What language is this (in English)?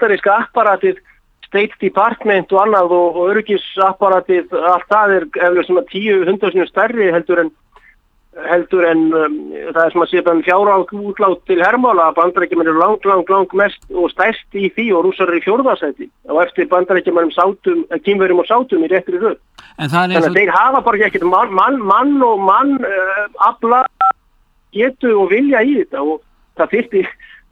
Icelandic